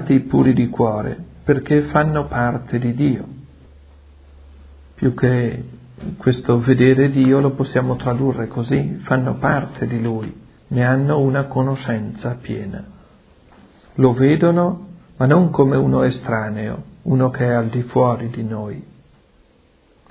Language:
Italian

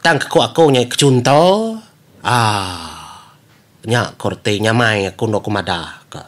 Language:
Iban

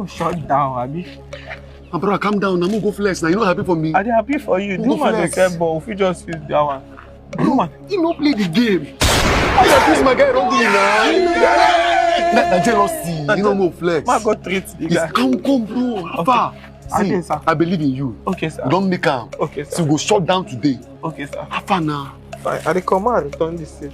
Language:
Nigerian Pidgin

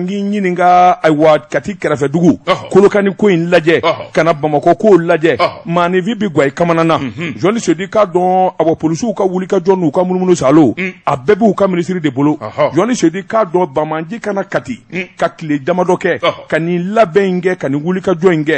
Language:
Bambara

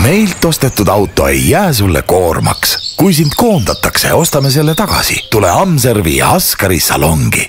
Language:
Estonian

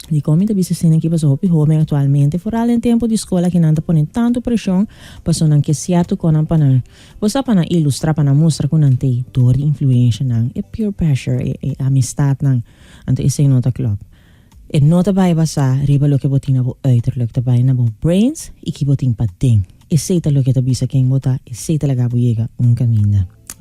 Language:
Papiamento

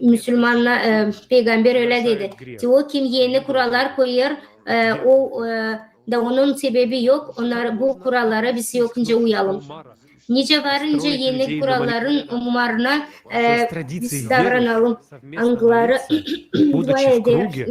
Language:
Gagauz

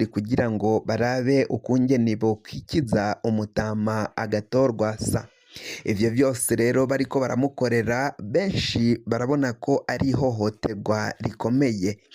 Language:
Rundi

